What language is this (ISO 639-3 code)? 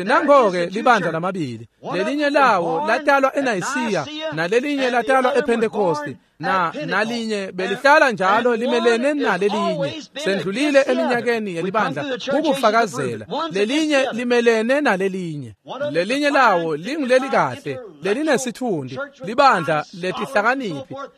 ssw